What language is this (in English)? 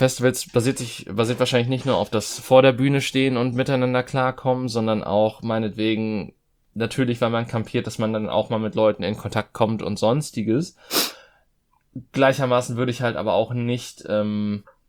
German